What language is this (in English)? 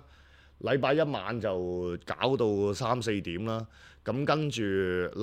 Cantonese